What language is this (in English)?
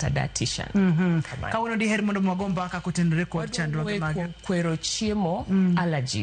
Luo (Kenya and Tanzania)